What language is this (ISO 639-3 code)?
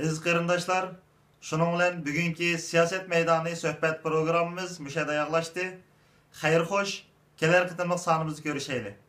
uig